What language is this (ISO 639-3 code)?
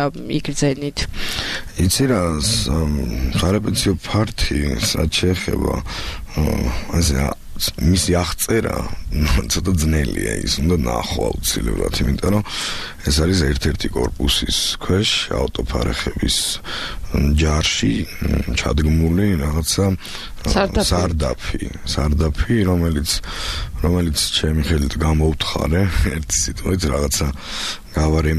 kat